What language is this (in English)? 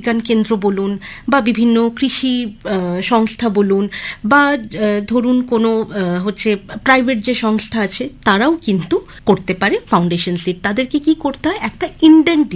Bangla